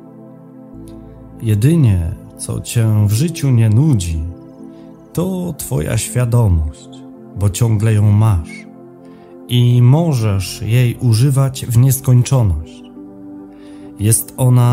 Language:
Polish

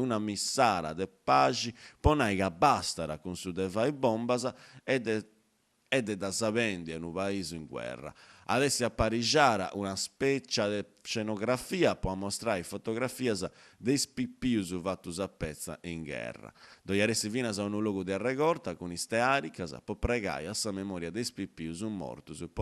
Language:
Sardinian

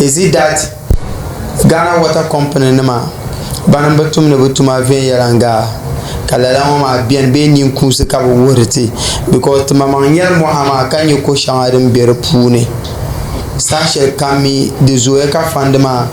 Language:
Dagbani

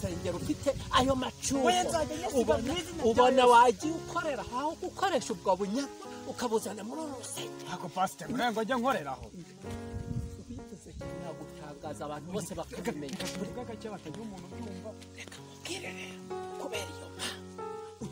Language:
Kinyarwanda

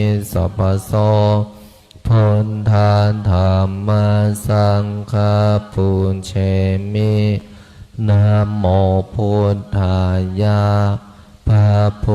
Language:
Pali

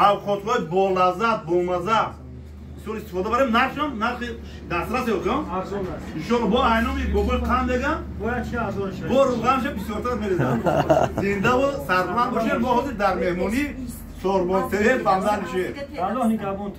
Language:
Tajik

